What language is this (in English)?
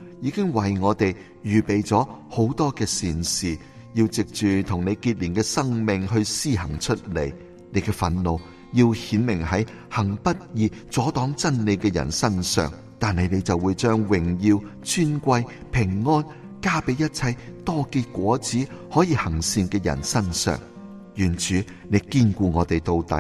Cantonese